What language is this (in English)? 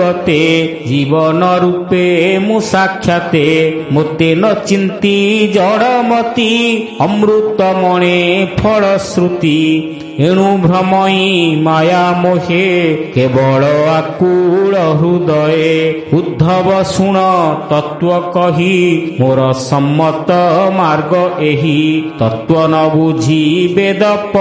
Odia